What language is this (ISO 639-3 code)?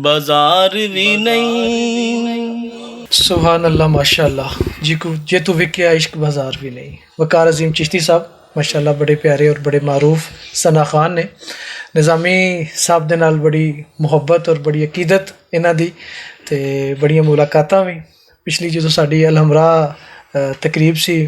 lah